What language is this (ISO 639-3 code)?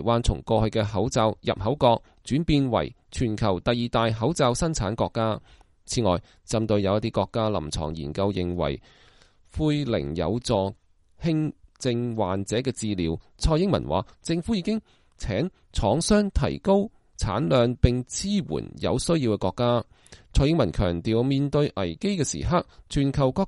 yue